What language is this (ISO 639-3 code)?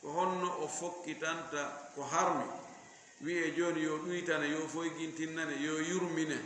ful